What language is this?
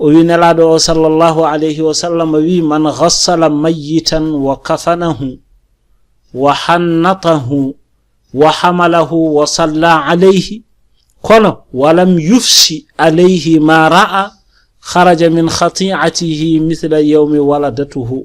Fula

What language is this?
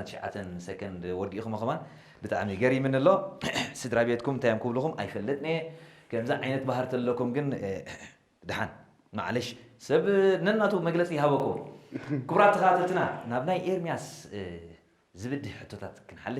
Tigrinya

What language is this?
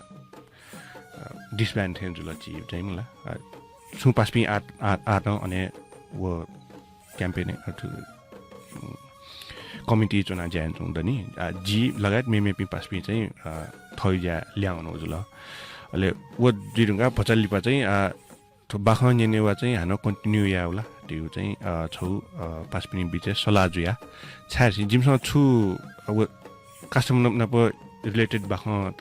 Newari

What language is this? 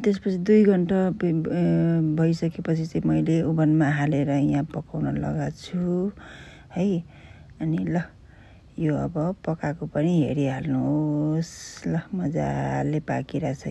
Nepali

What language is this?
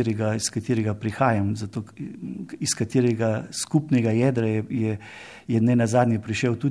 Slovenian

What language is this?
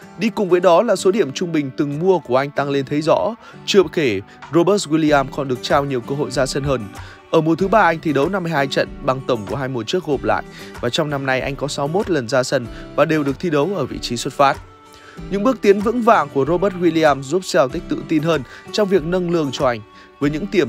Vietnamese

